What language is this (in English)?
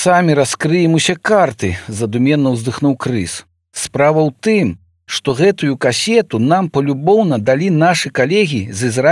Belarusian